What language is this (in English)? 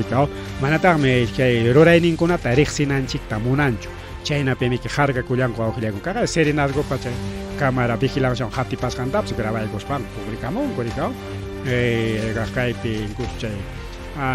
Ayacucho Quechua